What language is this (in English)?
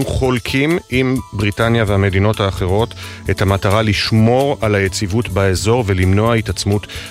Hebrew